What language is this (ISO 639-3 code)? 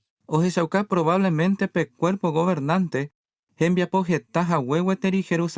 grn